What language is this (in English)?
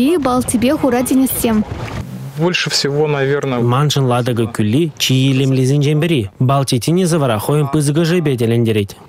Chuvash